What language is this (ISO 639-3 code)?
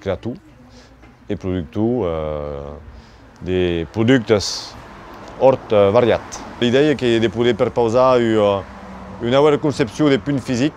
oci